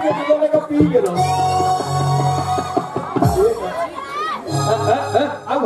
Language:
Bhojpuri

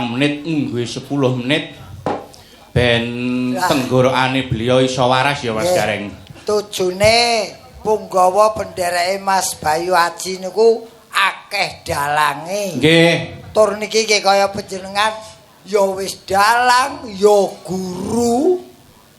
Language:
Javanese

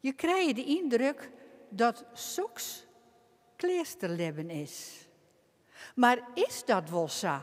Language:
Western Frisian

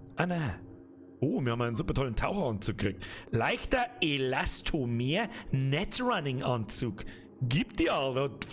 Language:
Bavarian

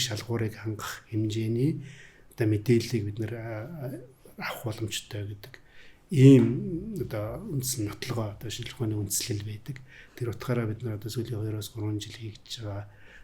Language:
Mongolian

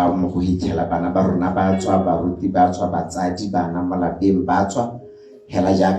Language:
Tswana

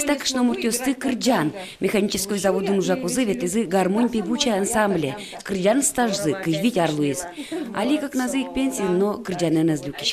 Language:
Udmurt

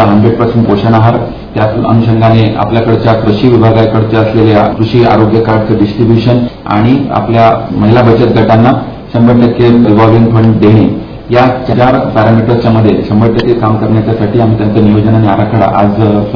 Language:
Marathi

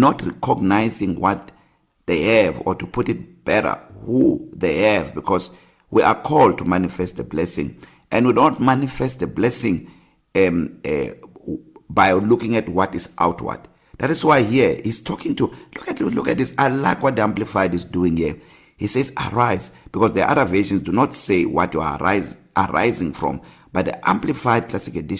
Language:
English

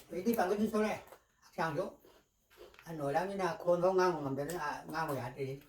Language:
Manipuri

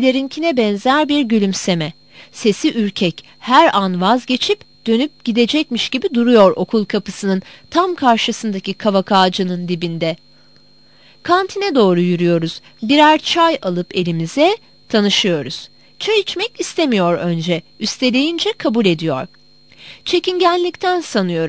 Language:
Turkish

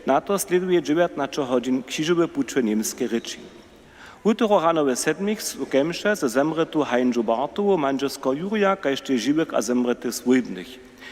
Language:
Upper Sorbian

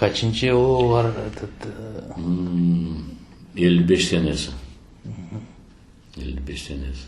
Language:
Crimean Tatar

